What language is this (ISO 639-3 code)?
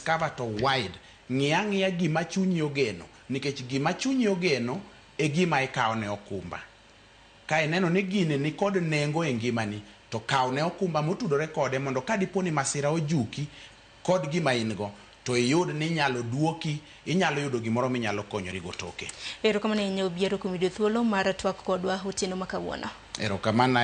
luo